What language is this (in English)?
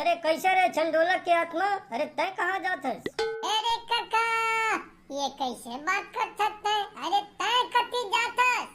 Chhattisgarhi